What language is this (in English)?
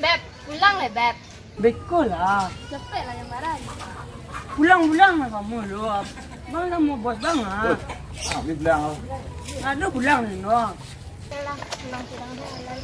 Minangkabau